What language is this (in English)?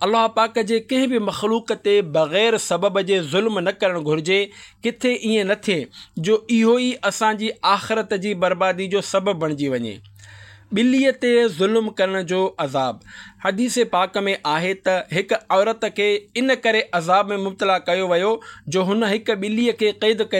Sindhi